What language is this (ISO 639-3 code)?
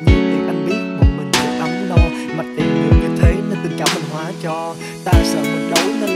vie